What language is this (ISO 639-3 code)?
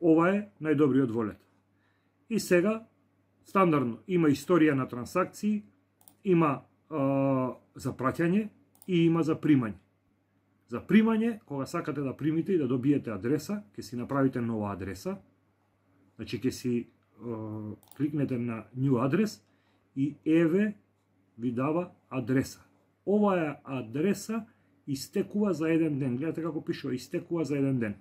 mkd